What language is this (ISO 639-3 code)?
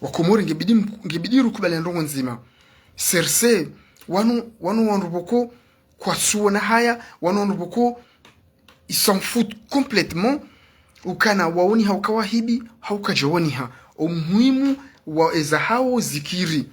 zdj